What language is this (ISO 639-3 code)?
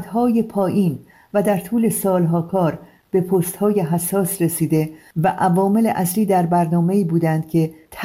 fas